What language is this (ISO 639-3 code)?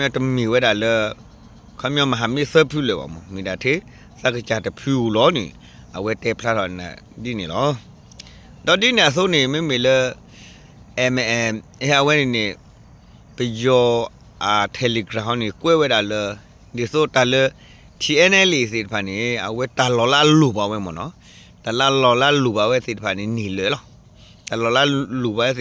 ksw